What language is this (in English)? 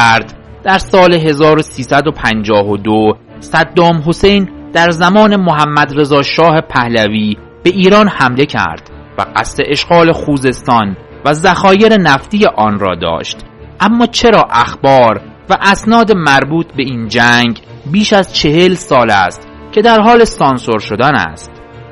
Persian